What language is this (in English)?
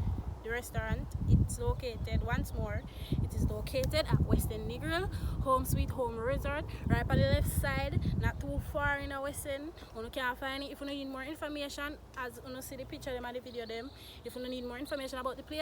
Jamaican Creole English